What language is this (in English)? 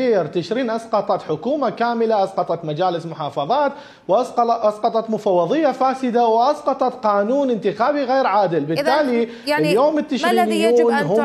Mesopotamian Arabic